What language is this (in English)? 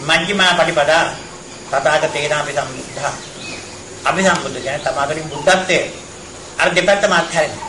Sinhala